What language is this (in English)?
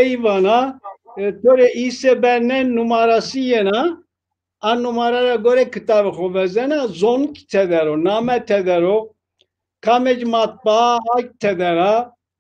Zaza